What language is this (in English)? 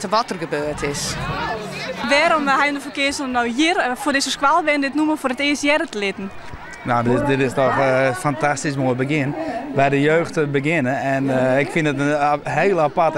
Western Frisian